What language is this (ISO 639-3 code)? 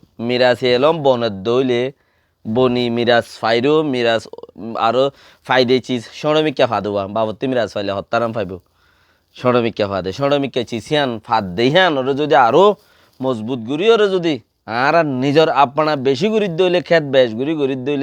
rhg